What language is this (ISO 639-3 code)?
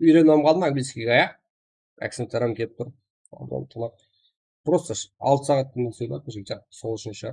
kaa